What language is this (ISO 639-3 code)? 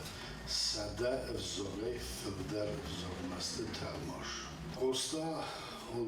oss